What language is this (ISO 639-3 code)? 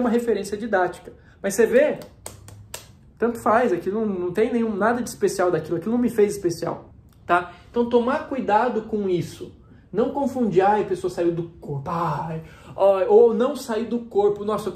por